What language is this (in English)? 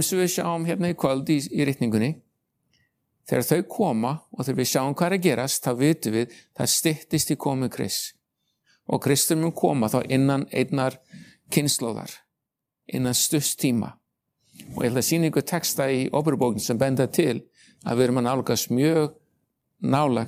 Icelandic